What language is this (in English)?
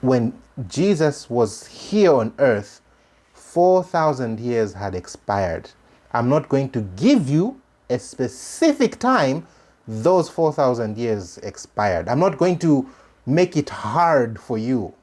English